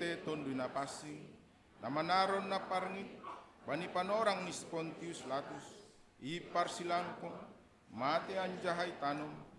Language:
Batak Simalungun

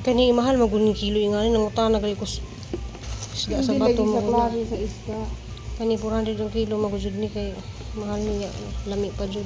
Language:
Cebuano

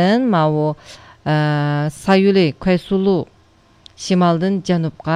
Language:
Uyghur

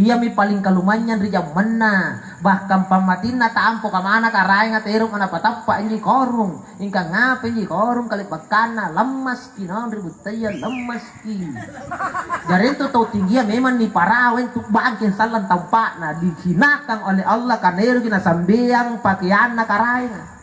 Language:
Makasar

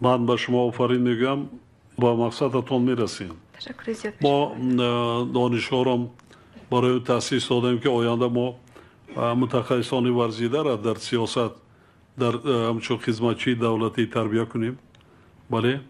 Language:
Tajik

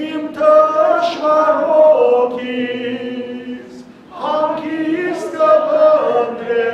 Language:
Western Armenian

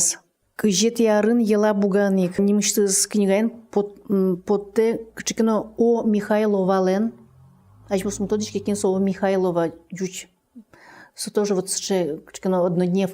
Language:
Udmurt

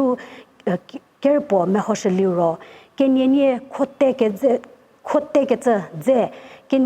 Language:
Angami Naga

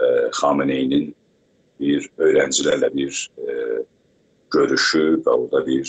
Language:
South Azerbaijani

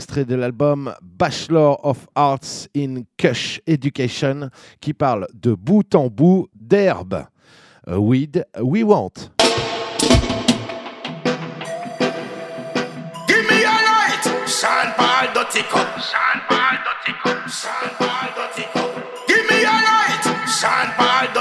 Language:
French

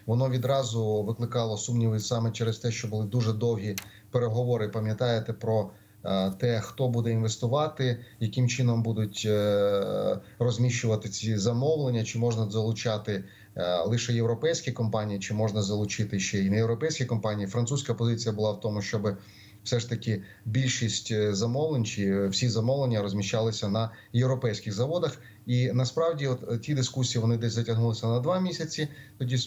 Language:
Ukrainian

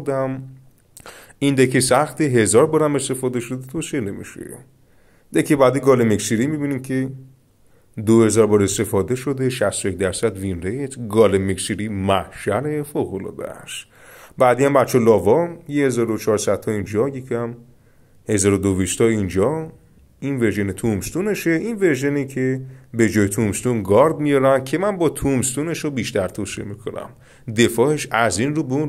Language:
Persian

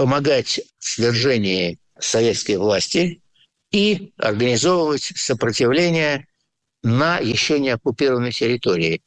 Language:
Russian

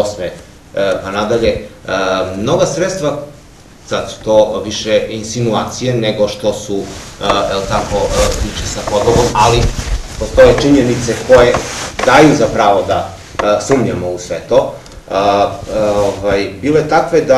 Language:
Serbian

